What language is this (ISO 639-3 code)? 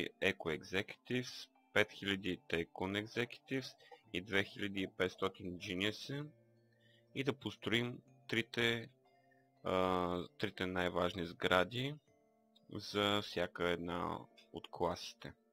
bul